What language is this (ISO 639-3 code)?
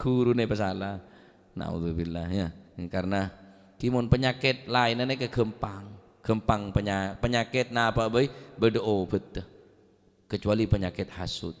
mad